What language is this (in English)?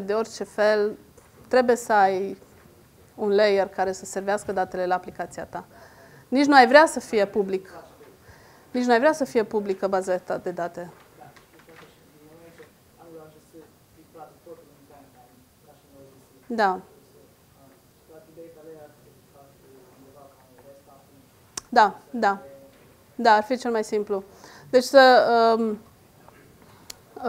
Romanian